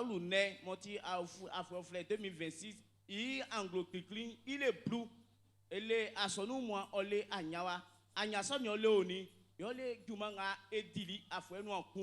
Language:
Baoulé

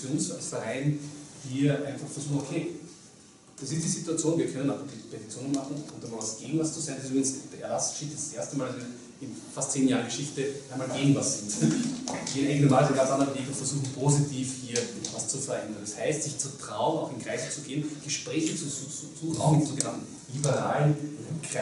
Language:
German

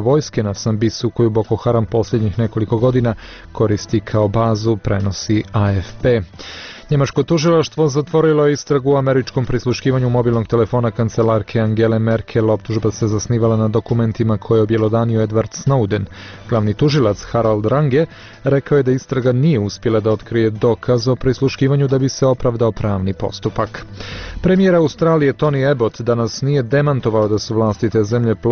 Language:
Bosnian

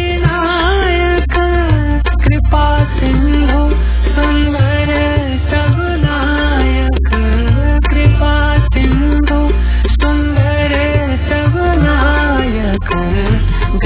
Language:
Hindi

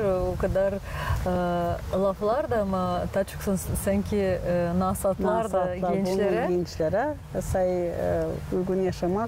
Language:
Gagauz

